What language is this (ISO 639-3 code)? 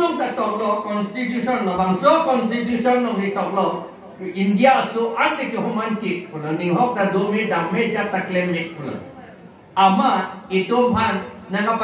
mjw